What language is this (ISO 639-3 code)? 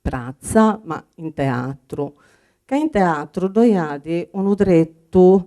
srd